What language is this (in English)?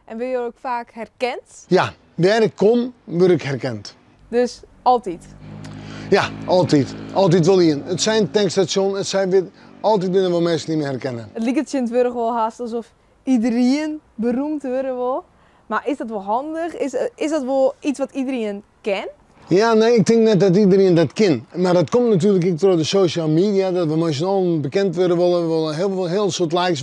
Western Frisian